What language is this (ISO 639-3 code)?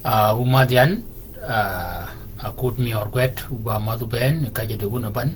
shk